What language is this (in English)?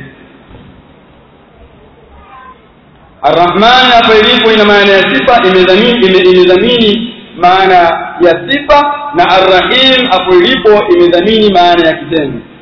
Swahili